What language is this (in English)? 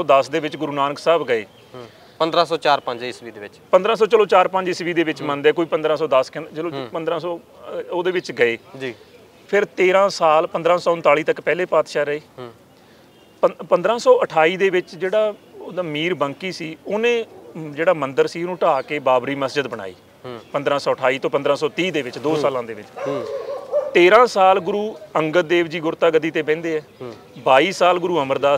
Punjabi